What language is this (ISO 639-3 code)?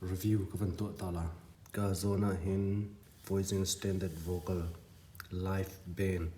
cnh